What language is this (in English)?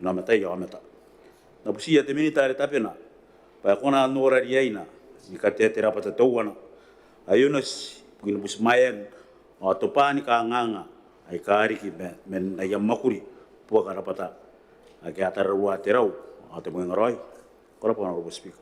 Gilbertese